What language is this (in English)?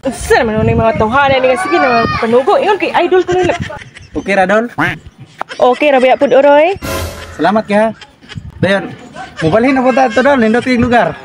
Cebuano